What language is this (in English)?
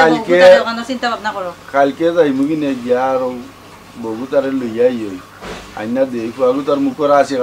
Sylheti